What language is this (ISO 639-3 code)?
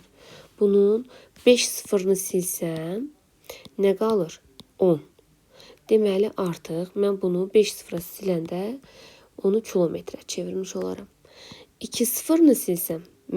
aze